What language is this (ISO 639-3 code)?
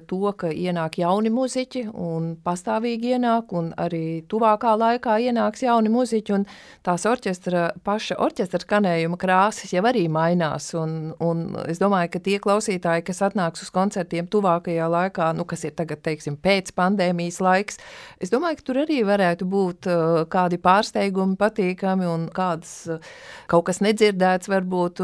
lav